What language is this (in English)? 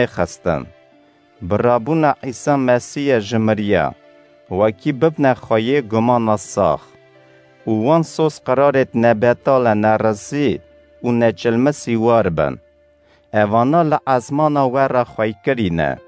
Kurdish